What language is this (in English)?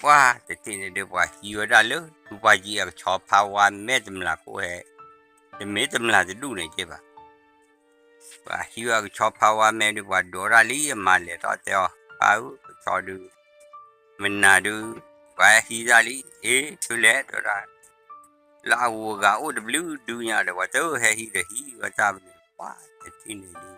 S'gaw Karen